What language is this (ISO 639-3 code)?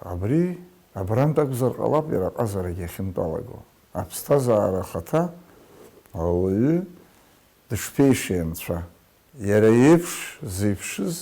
abk